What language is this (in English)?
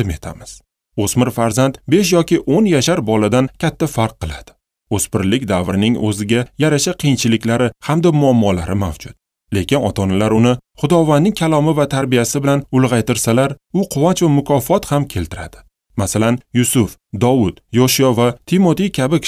Uzbek